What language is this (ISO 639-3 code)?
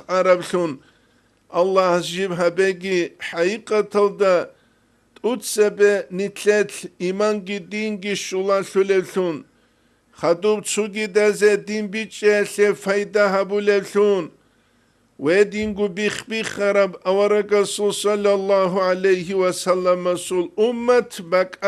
ava